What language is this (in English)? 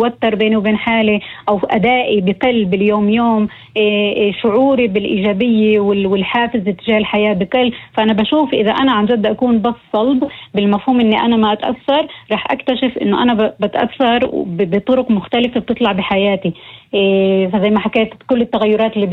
North Levantine Arabic